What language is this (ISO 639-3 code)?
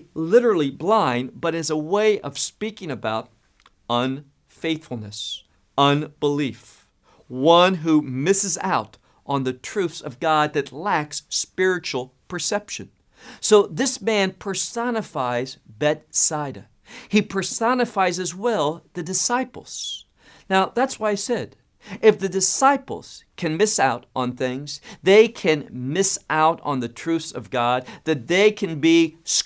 eng